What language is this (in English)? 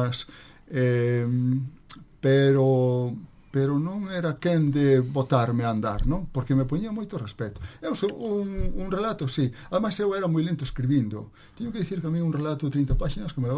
Galician